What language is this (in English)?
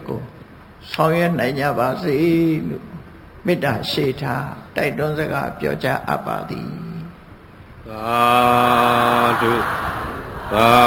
Burmese